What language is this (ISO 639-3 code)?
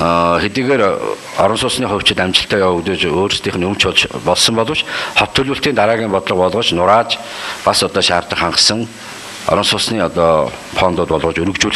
mon